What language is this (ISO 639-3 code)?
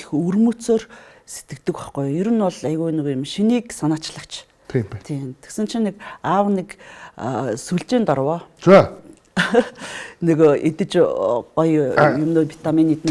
mon